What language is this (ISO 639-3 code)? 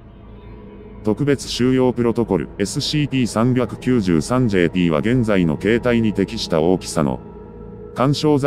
jpn